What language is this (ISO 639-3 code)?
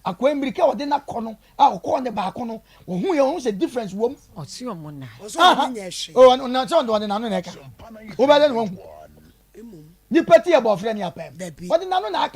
aka